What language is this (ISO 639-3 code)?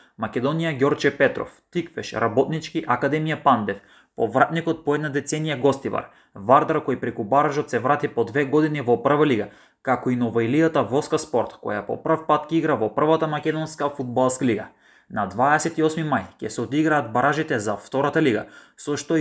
mkd